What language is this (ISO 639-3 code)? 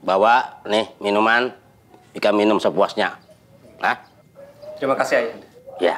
bjn